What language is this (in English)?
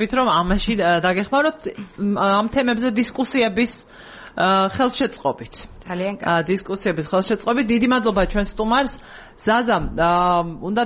Georgian